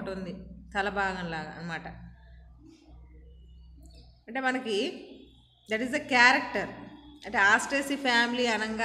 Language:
Telugu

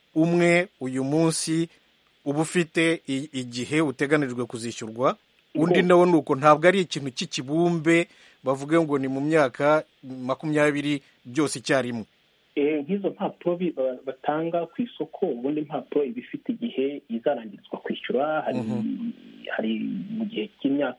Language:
Kinyarwanda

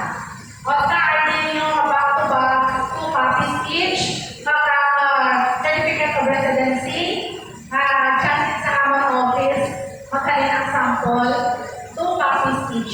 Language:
Hiligaynon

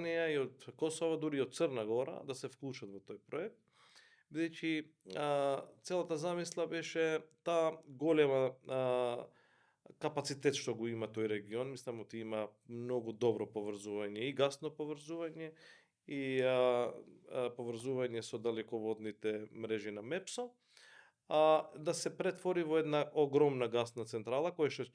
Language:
Macedonian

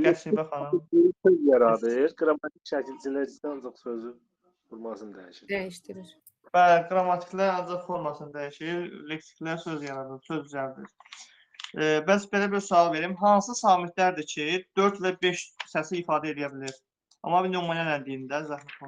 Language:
Azerbaijani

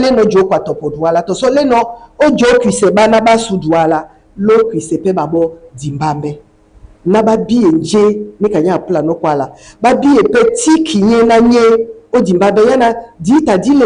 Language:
Duala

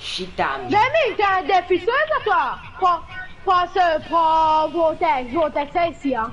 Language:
Morisyen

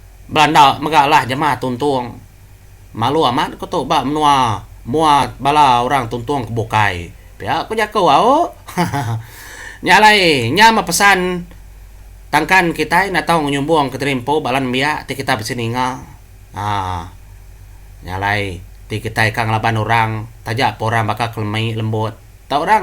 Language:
Iban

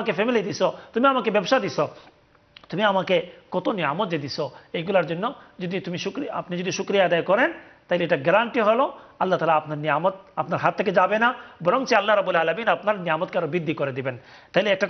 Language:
Bangla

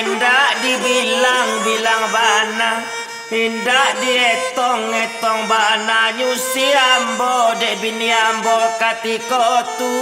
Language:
Minangkabau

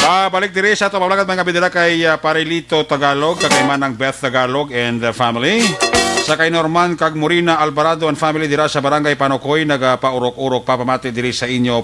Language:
Hiligaynon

